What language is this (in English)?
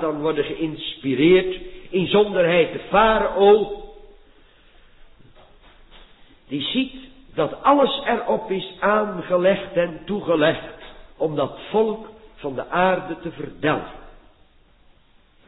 Dutch